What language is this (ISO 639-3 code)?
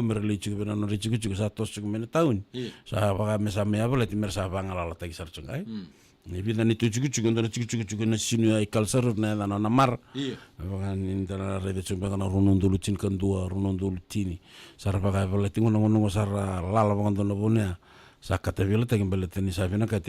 fij